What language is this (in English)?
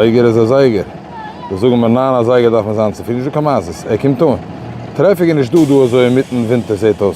Yiddish